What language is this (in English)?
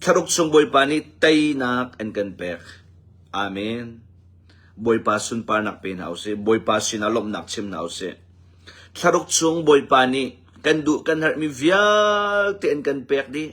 Hakha Chin